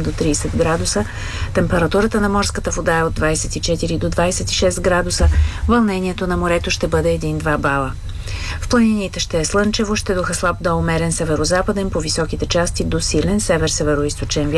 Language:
Bulgarian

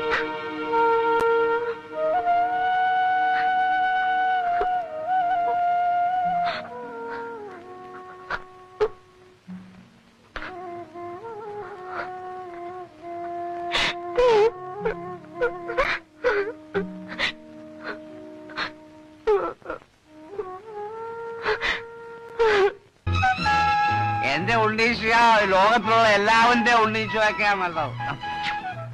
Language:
Malayalam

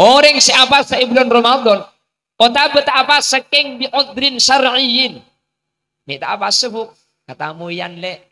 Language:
Madurese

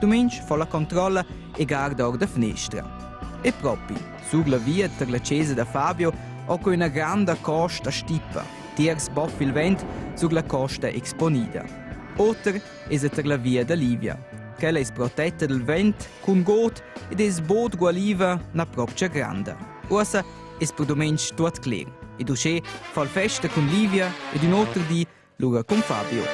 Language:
Romansh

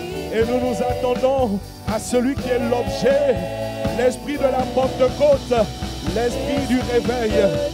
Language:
French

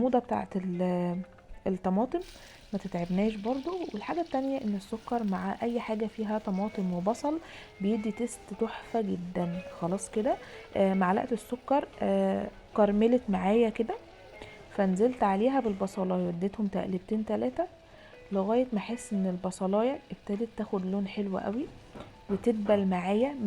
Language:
Egyptian Arabic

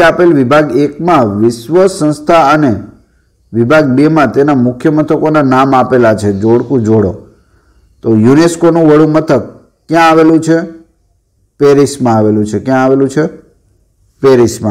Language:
Gujarati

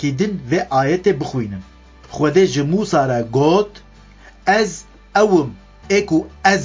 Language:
Kurdish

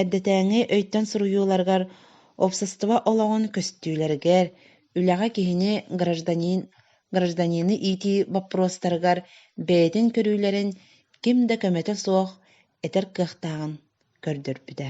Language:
Yakut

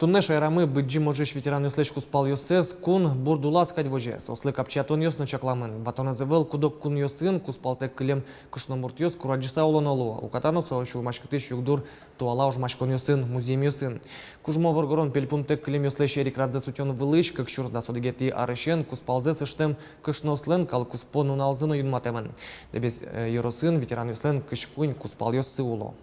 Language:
Udmurt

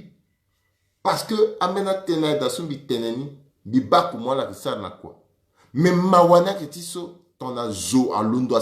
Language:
Sango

